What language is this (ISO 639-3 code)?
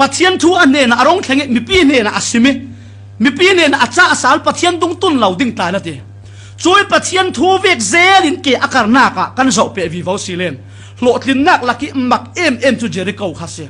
cfm